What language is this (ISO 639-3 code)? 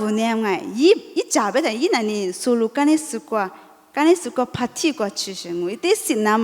lis